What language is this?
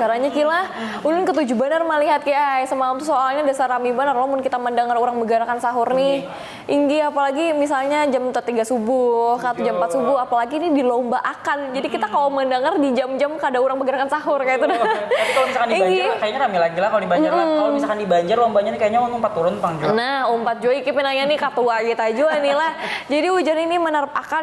Banjar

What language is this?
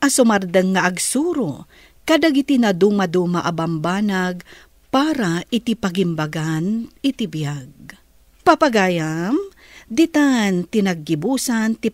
Iloko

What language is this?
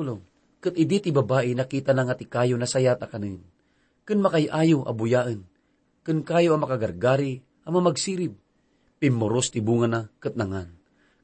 Iloko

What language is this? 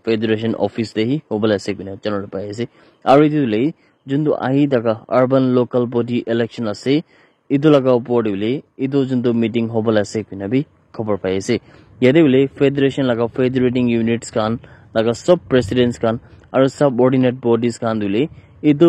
Naga Pidgin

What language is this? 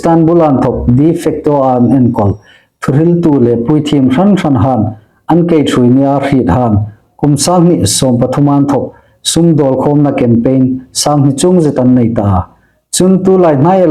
Hmar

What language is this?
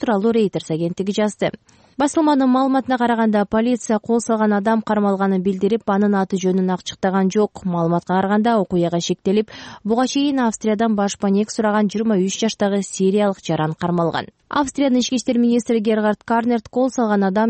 Kyrgyz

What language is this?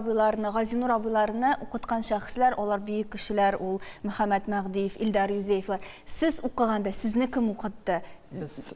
Tatar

